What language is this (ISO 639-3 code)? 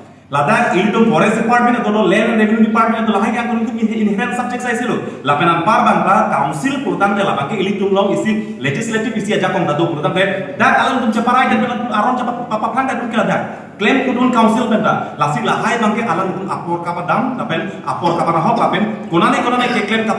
mjw